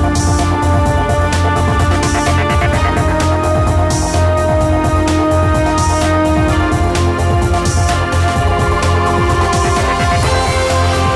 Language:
Indonesian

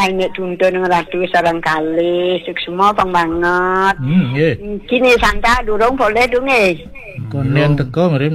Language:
Balinese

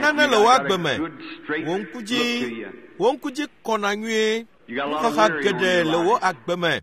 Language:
Ewe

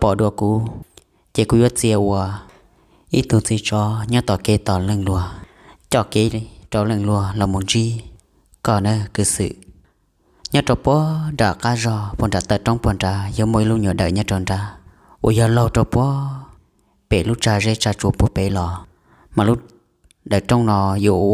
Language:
Hmong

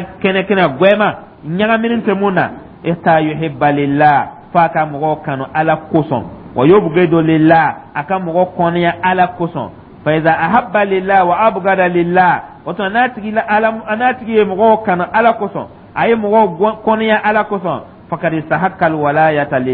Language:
Dyula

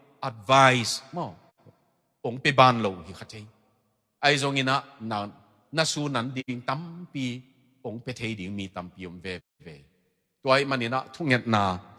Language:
Tedim Chin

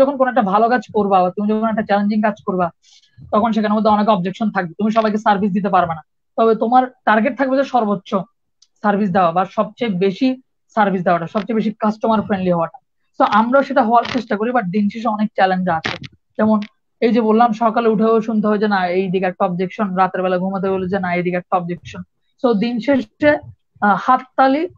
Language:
Bangla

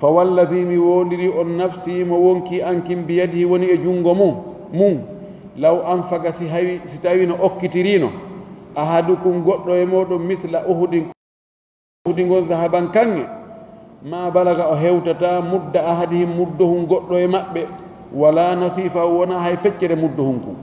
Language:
Fula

